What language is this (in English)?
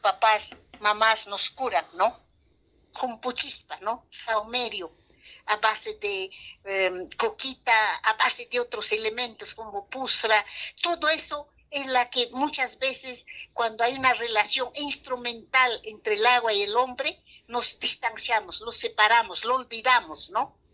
Ayacucho Quechua